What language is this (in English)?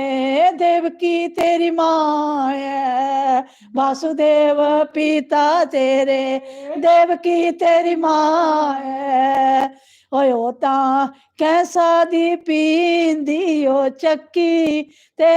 Dogri